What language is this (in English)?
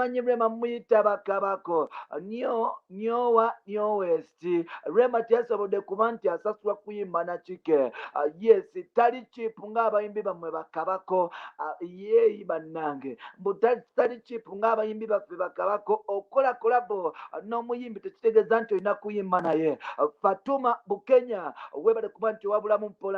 Ganda